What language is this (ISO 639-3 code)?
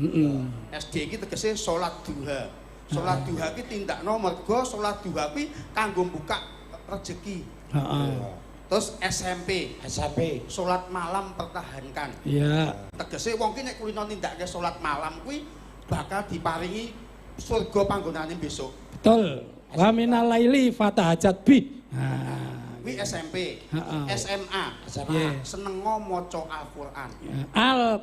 jav